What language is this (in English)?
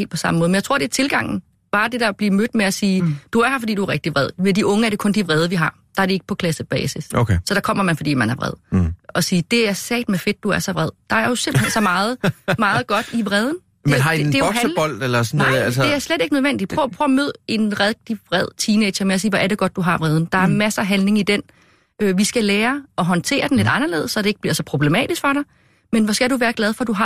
Danish